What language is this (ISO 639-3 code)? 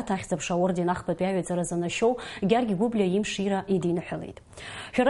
abk